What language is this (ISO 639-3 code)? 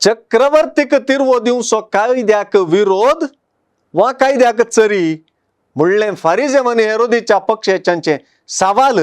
kok